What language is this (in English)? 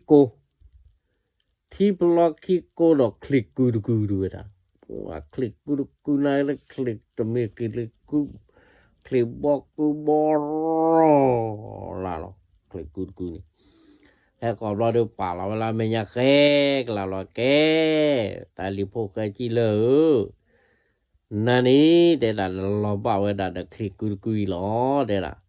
S'gaw Karen